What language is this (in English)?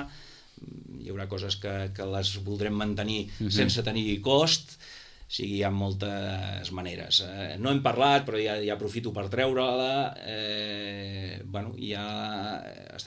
Catalan